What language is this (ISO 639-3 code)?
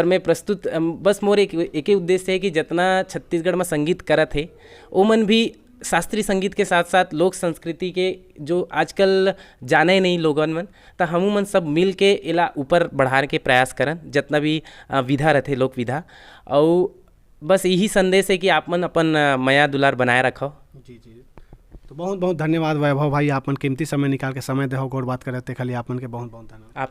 hne